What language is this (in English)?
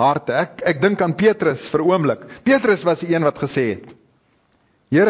Afrikaans